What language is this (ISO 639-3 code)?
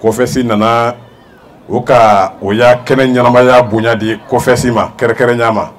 bam